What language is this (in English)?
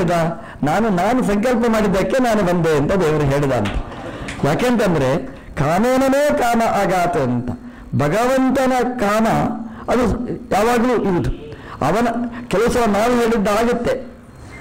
Kannada